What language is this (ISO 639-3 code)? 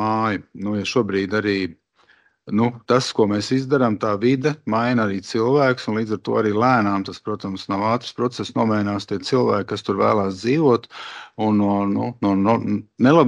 lav